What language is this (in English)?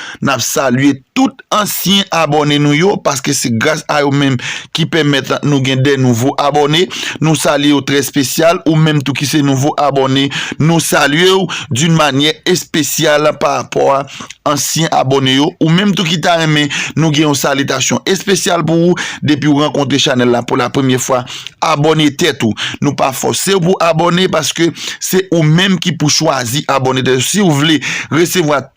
Haitian Creole